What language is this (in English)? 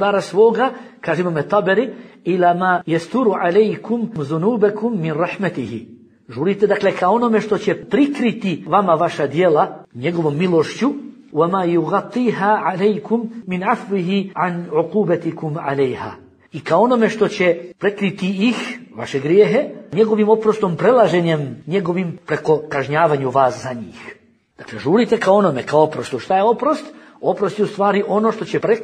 Bosnian